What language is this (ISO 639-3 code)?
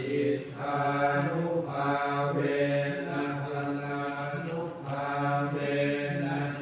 pli